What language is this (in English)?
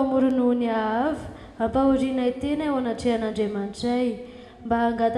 Malagasy